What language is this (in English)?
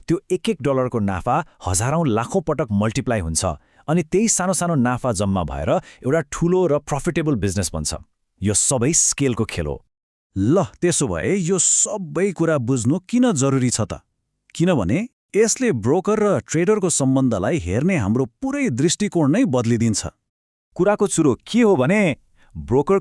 Nepali